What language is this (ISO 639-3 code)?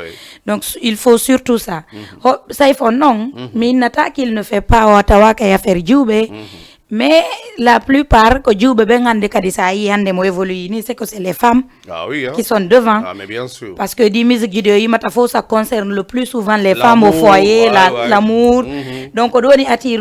ful